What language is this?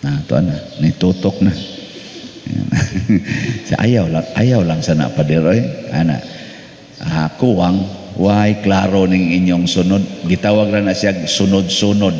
Cebuano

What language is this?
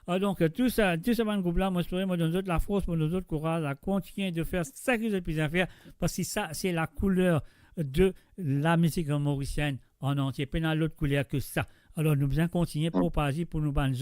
Morisyen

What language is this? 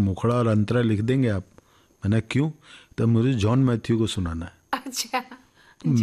Hindi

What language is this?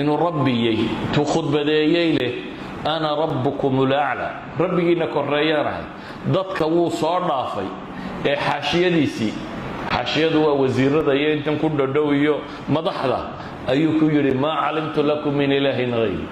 Somali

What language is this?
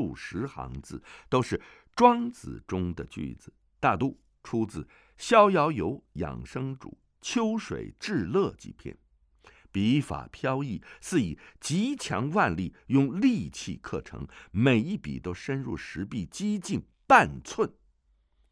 Chinese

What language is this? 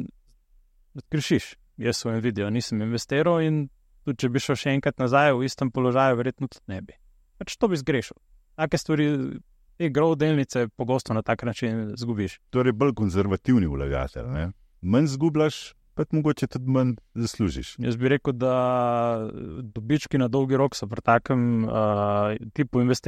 Slovenian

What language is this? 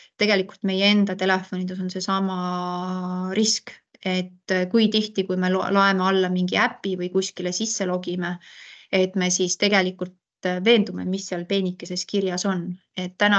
Estonian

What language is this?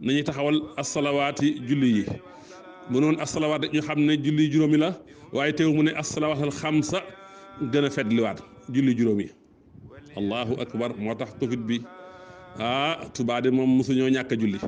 Wolof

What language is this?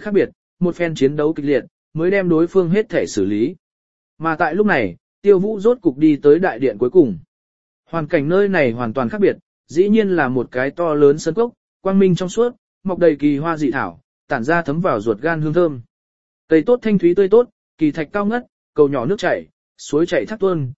Vietnamese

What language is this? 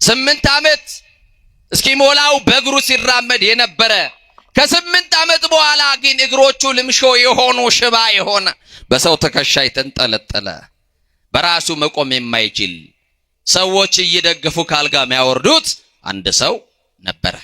Amharic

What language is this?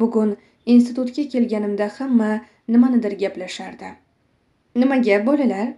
Uzbek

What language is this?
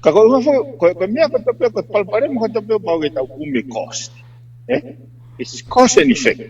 Tongan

